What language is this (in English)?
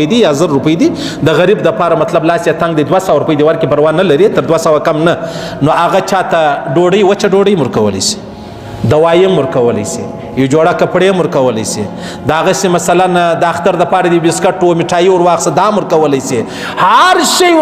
Pashto